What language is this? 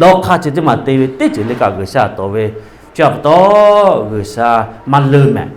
Lahu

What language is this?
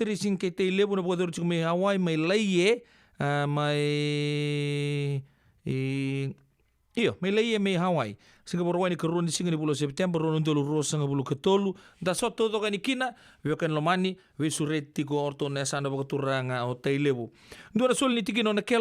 Fijian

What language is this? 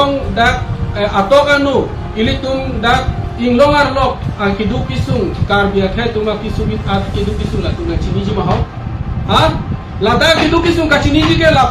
Karbi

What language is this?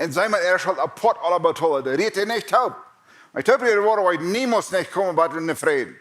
Plautdietsch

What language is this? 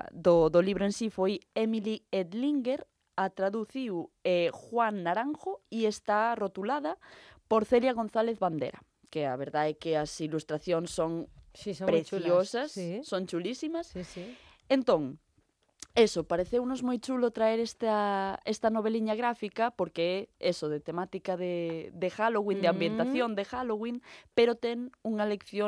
Galician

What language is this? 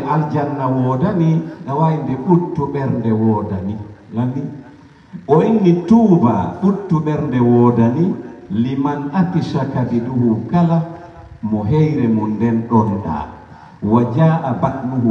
Pular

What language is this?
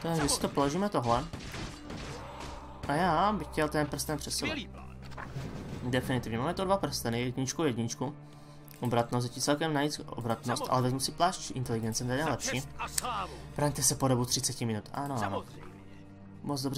Czech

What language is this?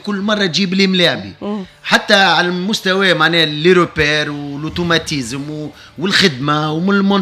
Tunisian Arabic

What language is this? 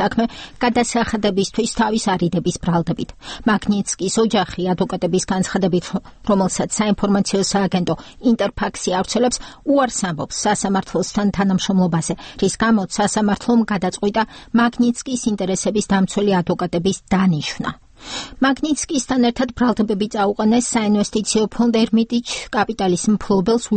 Georgian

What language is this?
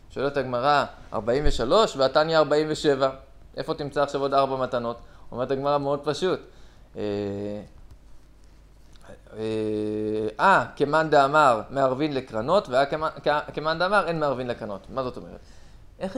Hebrew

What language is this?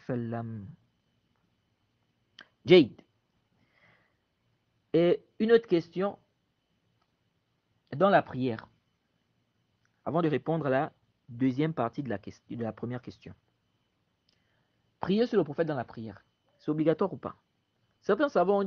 French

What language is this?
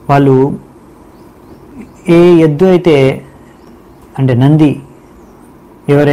Telugu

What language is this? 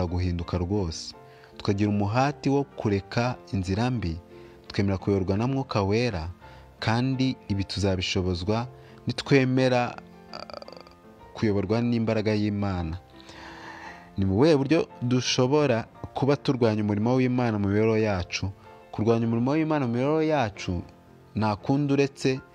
Kinyarwanda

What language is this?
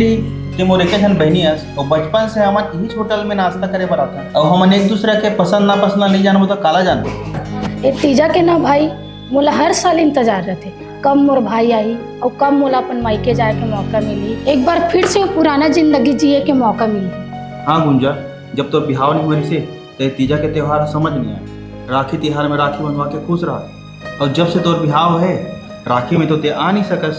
Chhattisgarhi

